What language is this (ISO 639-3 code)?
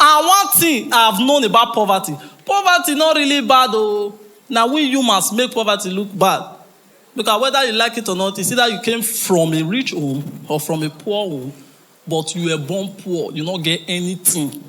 pcm